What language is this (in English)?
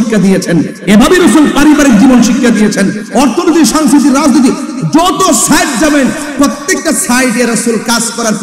Bangla